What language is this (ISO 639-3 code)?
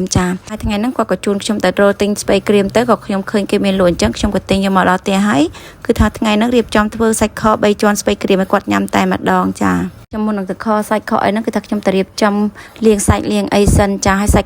khm